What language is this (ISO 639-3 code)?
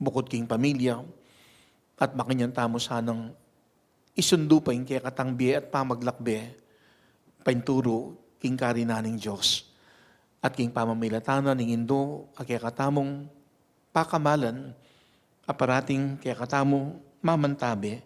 pam